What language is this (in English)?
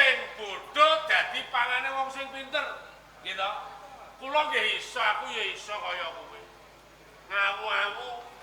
Javanese